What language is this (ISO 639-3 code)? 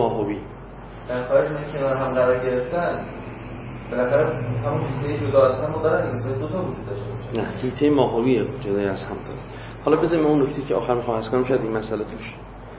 fas